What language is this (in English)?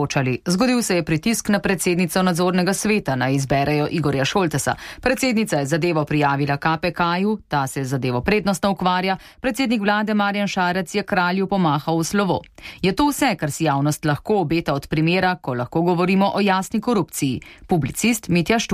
Slovenian